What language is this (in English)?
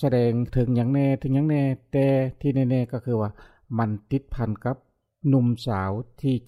Lao